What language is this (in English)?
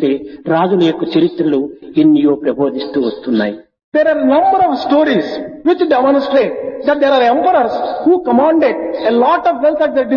Telugu